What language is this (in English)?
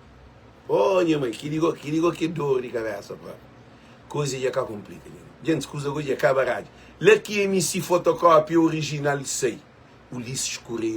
Kabuverdianu